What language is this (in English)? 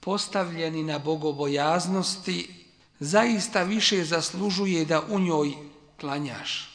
Bosnian